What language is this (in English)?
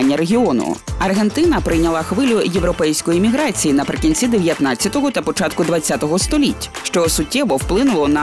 Ukrainian